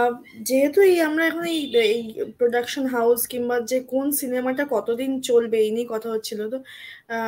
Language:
Bangla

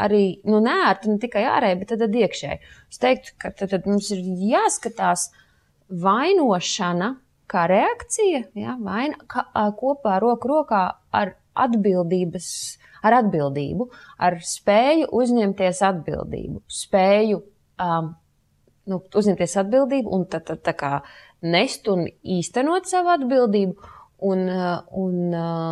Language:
Latvian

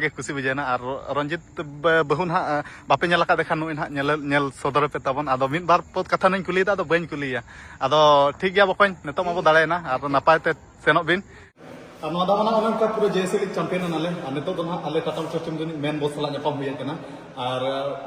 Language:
Santali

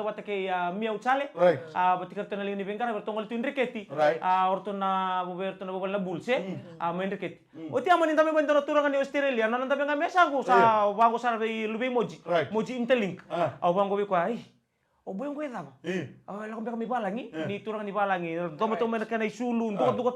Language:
Fijian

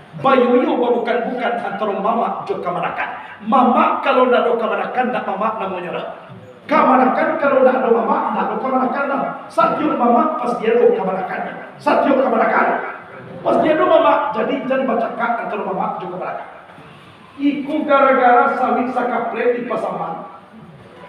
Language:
Minangkabau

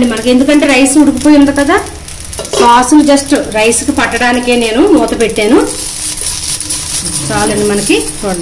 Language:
Telugu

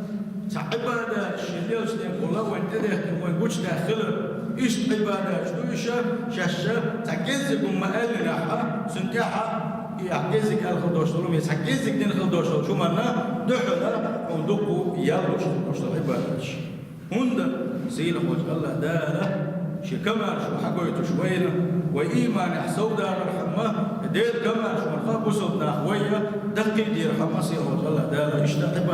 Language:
Chechen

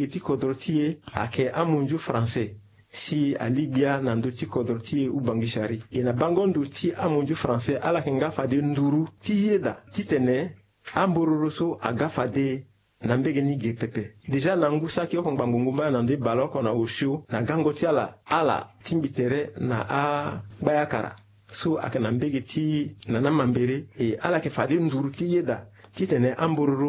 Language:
Sango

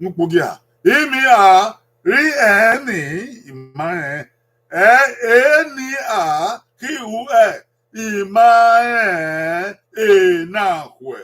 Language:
Bini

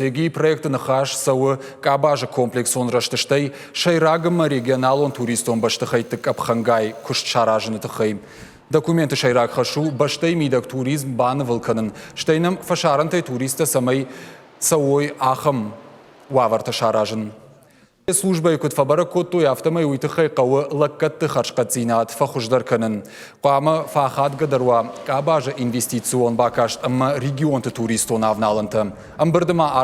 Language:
Ossetic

